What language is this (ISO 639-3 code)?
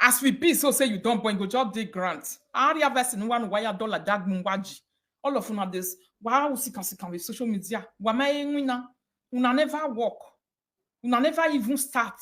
pcm